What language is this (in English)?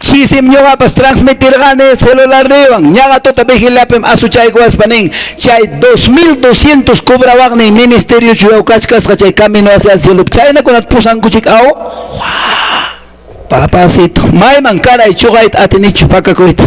Quechua